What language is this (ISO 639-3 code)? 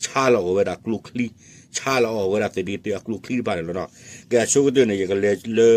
ksw